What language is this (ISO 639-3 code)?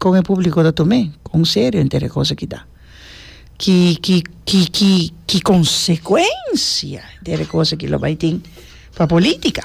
pap